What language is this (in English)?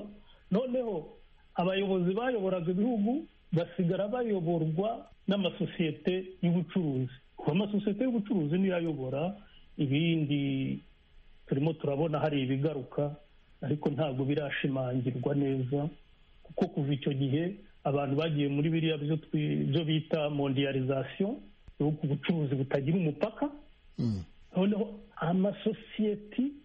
Kinyarwanda